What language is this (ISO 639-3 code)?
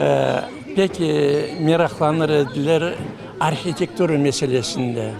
crh